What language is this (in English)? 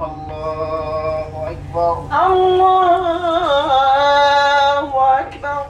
Adamawa Fulfulde